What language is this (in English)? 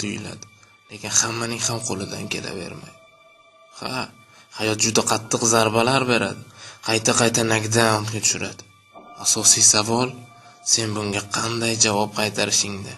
Uzbek